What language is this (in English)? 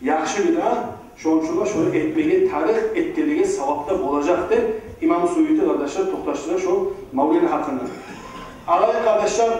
Kumyk